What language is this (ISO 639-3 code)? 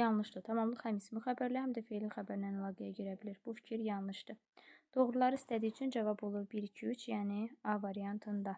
aze